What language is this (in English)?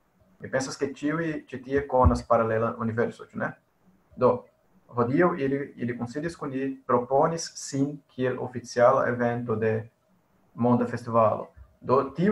Esperanto